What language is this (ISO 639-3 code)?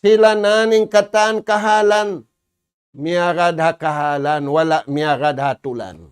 tsg